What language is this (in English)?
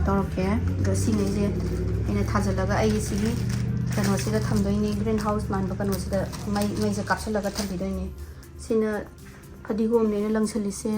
Manipuri